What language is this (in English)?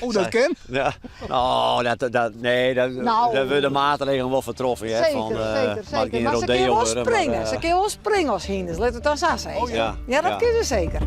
Western Frisian